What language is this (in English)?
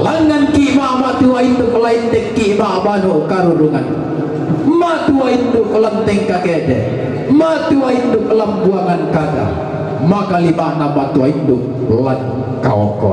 Toraja-Sa'dan